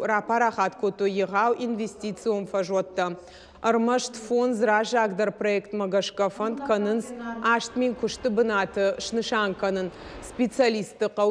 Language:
Ossetic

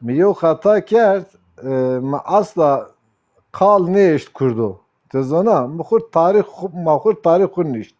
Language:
Zaza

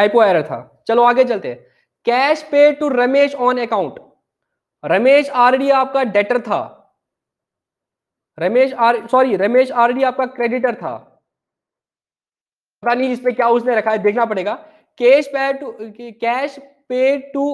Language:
Hindi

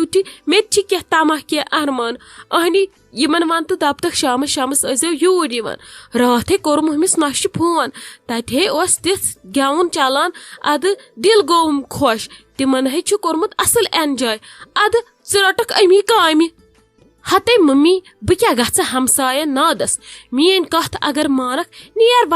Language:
Kashmiri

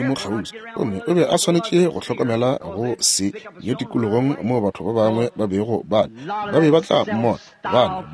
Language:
Northern Sotho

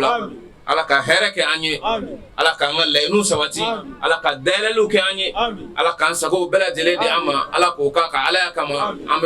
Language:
Bambara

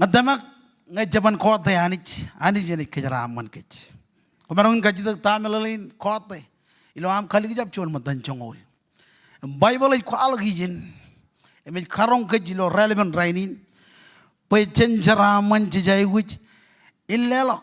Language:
Marshallese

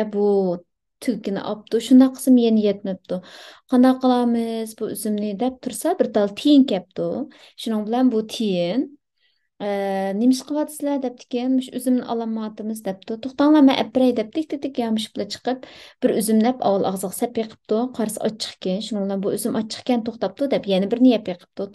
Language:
Uyghur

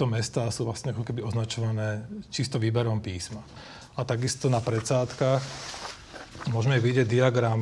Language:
Slovak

